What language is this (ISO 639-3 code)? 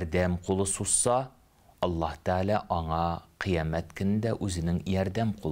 tat